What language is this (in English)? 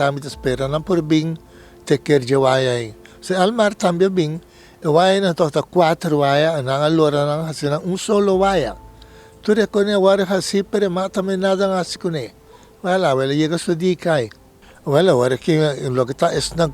Papiamento